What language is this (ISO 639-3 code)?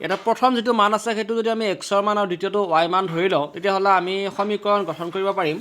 asm